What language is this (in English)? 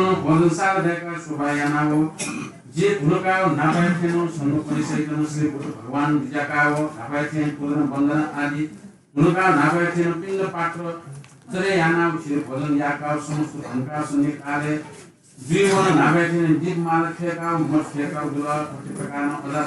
Newari